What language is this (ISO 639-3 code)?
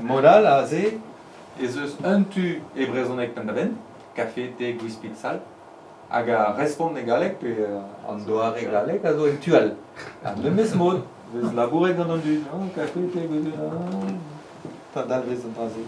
bre